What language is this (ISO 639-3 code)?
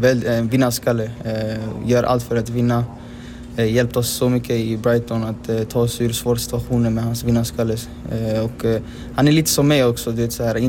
swe